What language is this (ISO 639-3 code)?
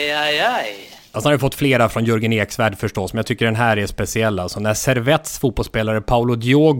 swe